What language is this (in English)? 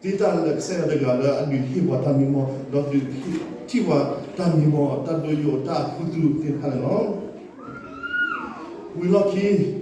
S'gaw Karen